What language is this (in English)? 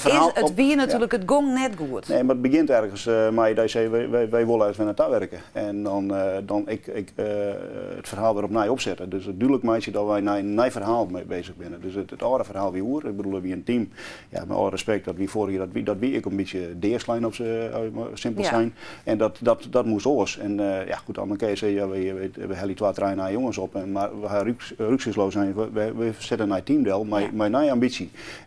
Western Frisian